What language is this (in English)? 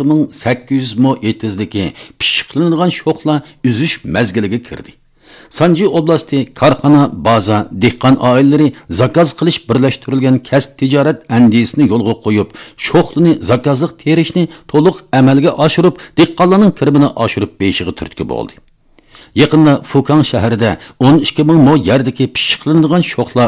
Uyghur